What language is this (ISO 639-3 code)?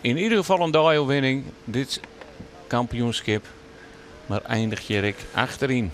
fry